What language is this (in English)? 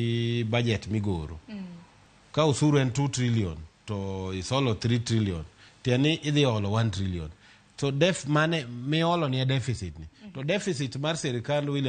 Luo (Kenya and Tanzania)